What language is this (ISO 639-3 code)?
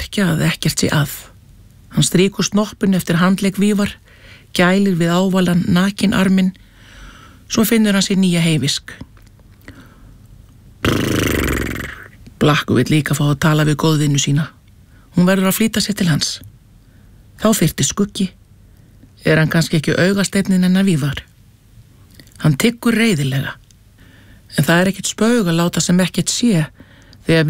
isl